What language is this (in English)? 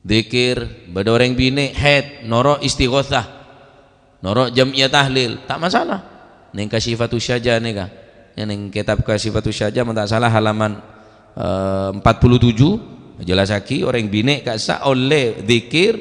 Madurese